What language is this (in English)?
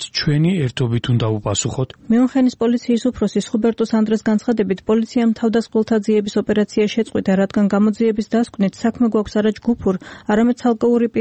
Georgian